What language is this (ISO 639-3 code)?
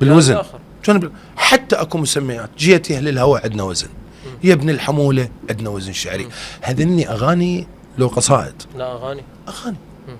acm